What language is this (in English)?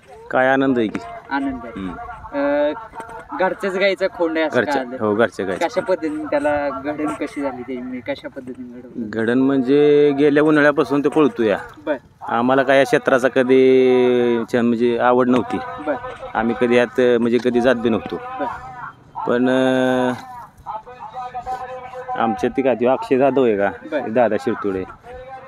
Marathi